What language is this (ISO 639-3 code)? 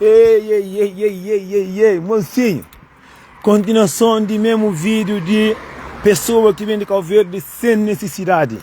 kea